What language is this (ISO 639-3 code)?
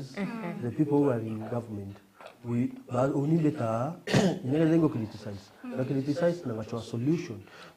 mer